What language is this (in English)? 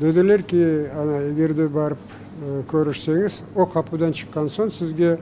Crimean Tatar